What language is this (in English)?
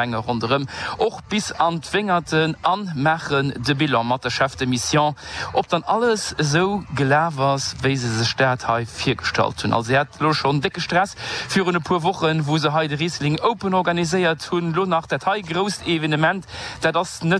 Luxembourgish